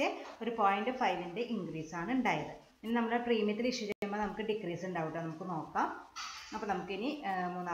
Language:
Malayalam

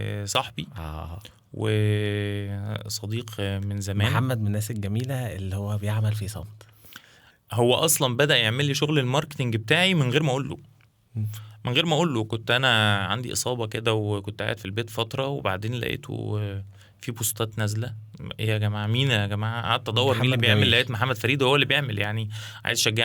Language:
Egyptian Arabic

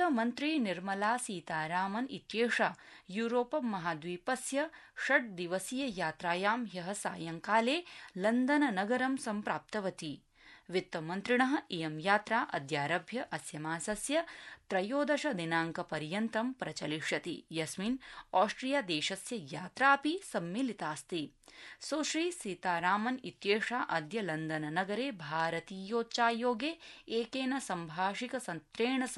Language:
Sanskrit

